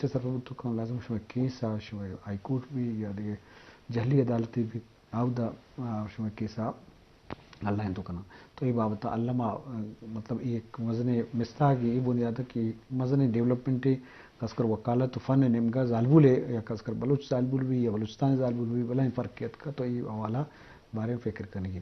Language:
Eastern Balochi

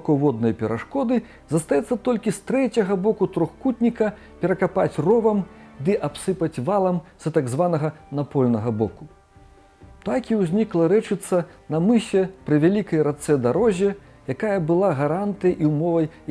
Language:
Belarusian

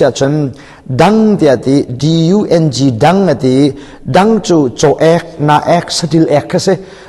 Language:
Hakha Chin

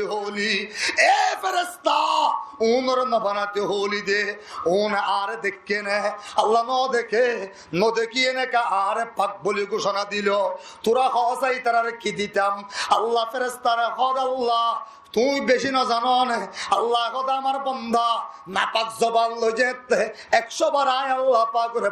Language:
Rohingya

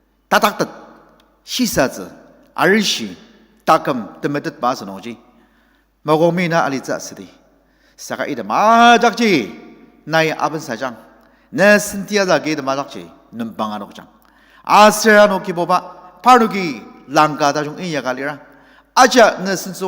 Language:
Ao Naga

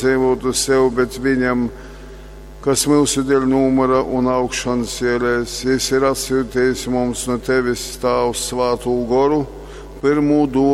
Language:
Latgalian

